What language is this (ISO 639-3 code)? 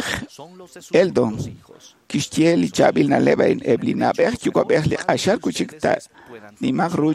kek